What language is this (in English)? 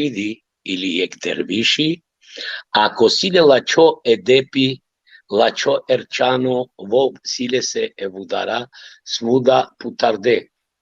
Balkan Romani